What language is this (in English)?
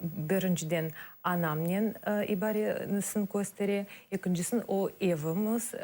Crimean Tatar